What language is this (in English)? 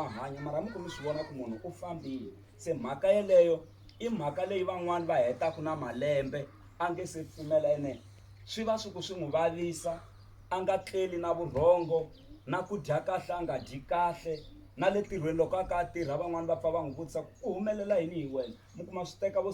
Tsonga